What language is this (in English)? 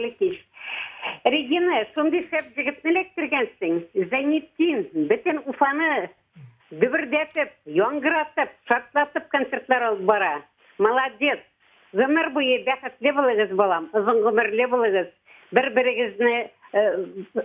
Bashkir